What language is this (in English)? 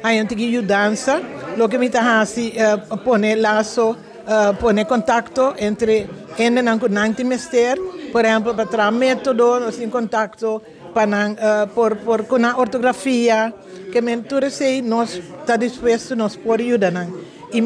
Papiamento